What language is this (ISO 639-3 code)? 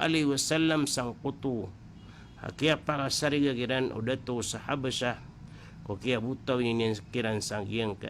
mrw